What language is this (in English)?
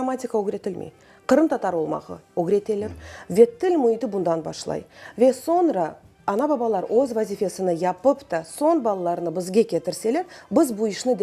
Crimean Tatar